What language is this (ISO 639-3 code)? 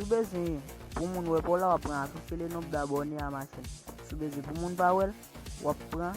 hat